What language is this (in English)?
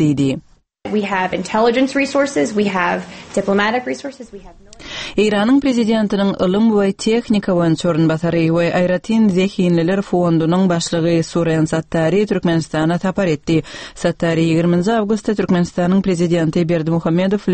Turkmen